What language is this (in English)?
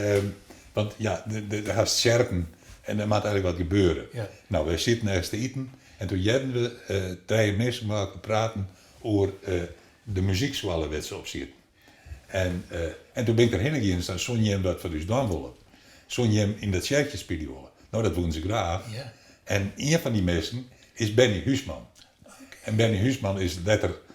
Western Frisian